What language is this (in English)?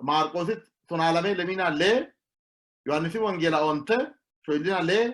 Sidamo